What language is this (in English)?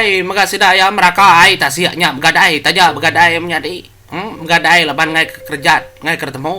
Iban